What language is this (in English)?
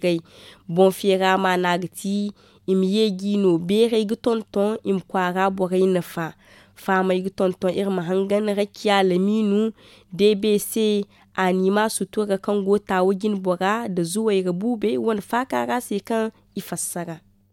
Zarma